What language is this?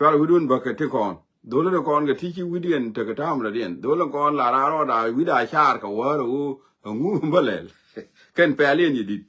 Nuer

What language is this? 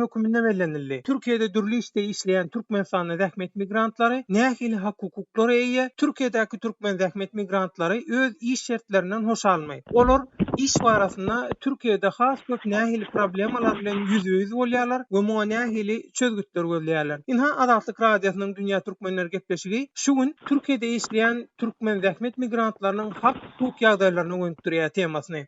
Turkmen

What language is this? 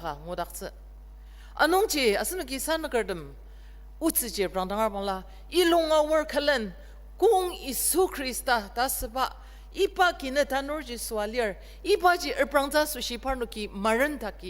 Ao Naga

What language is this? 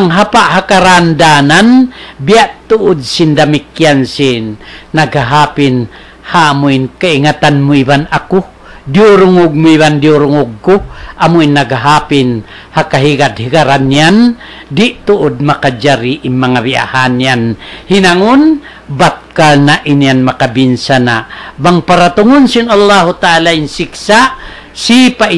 Tausug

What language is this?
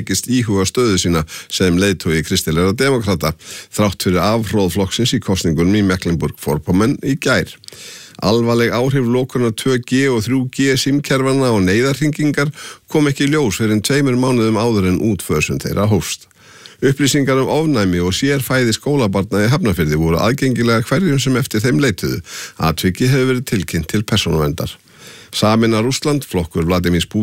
Icelandic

